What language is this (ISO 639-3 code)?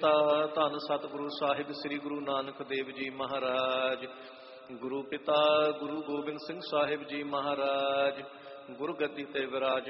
pan